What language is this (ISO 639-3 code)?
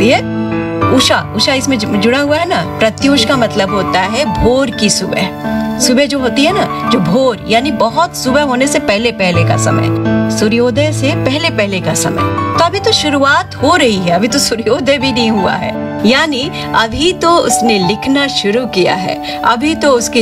hin